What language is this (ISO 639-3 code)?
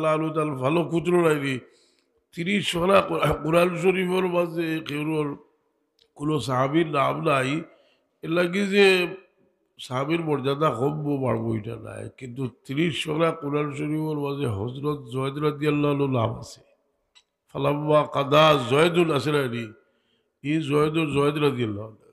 syl